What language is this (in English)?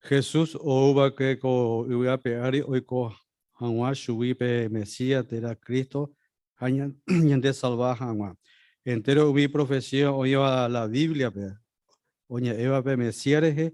Guarani